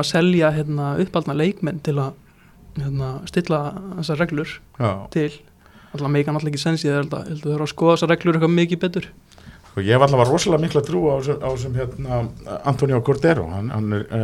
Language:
Icelandic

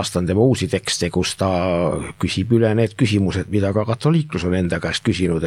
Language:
Estonian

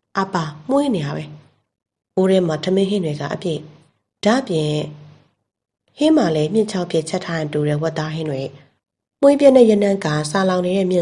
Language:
Burmese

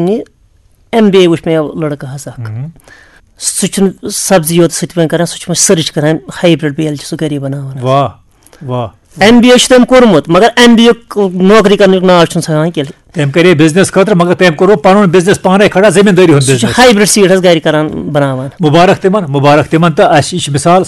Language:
Kashmiri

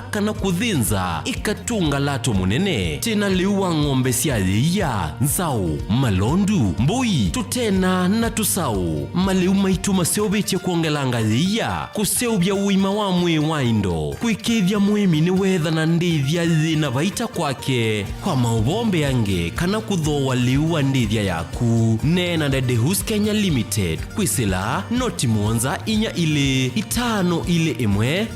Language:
Kamba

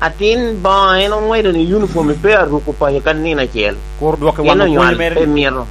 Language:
Lango (Uganda)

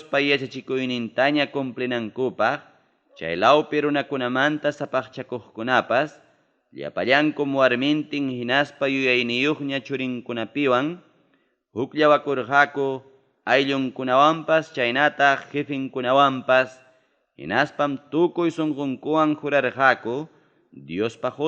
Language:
Ayacucho Quechua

